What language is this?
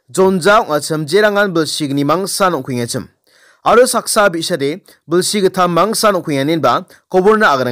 Garo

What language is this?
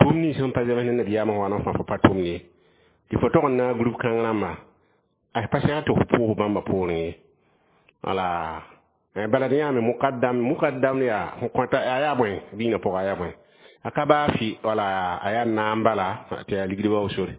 Mossi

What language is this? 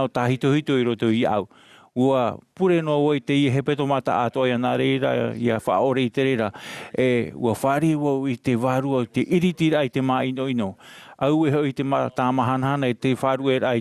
Tahitian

